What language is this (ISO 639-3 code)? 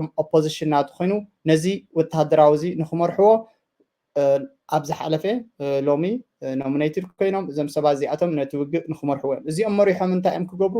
tir